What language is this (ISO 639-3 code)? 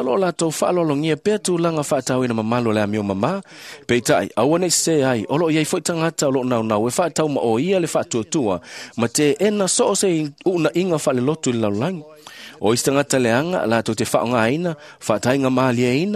smo